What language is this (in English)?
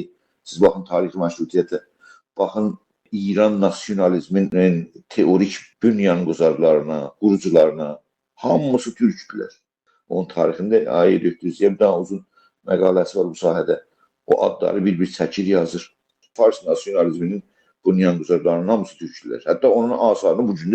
South Azerbaijani